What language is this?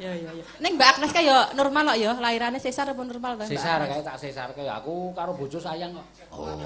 Javanese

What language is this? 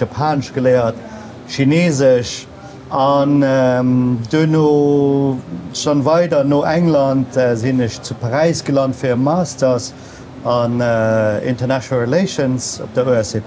Luxembourgish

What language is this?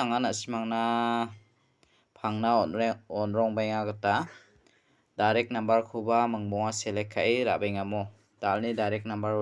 Garo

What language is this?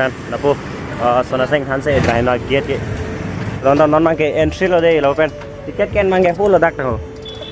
Karbi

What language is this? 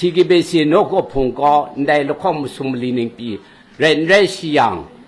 Kachin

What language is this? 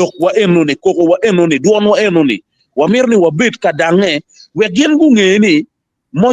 Acoli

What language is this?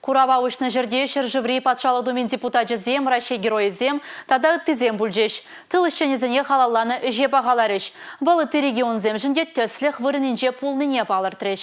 Chuvash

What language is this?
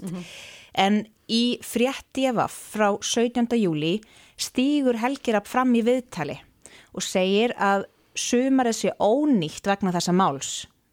Icelandic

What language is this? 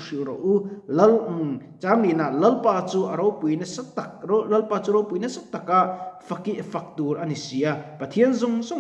Mizo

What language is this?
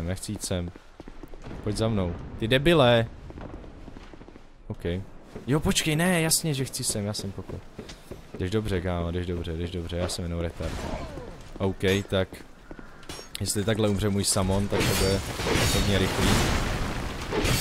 Czech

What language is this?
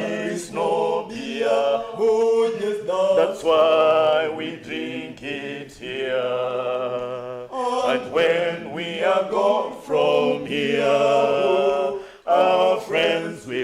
Kamba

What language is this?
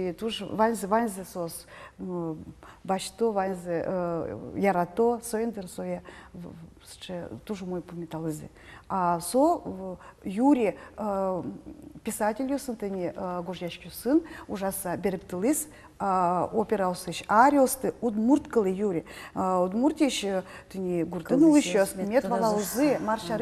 Udmurt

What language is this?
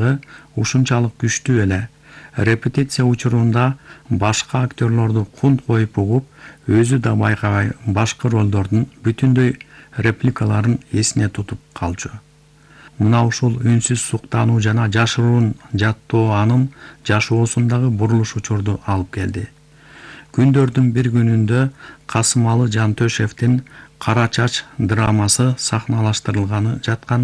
Kyrgyz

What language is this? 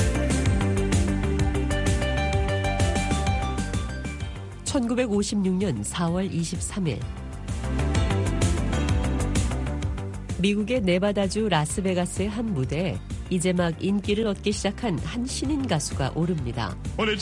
Korean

